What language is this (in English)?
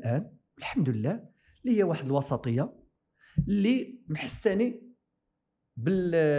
Moroccan Arabic